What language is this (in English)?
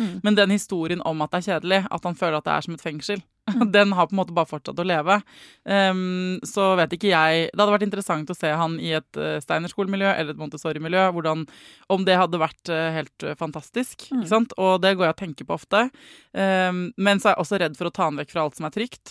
Norwegian